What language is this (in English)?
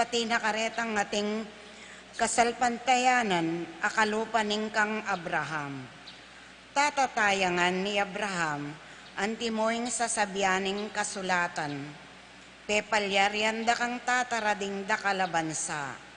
Pampanga